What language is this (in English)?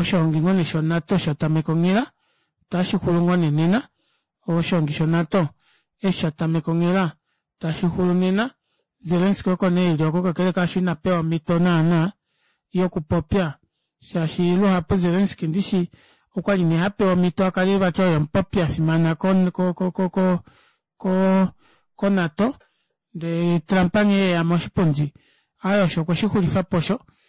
Kuanyama